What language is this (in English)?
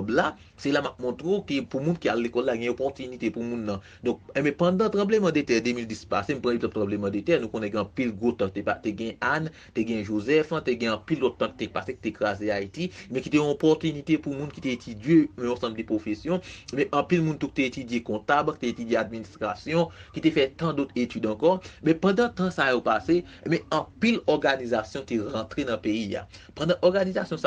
Haitian Creole